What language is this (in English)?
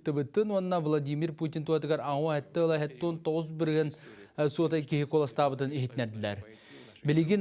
Yakut